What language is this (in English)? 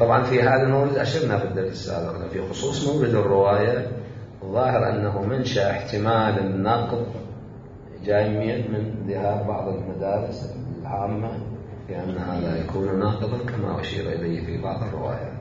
Mesopotamian Arabic